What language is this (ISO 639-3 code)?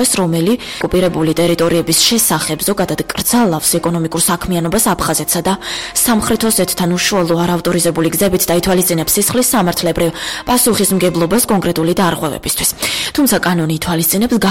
kat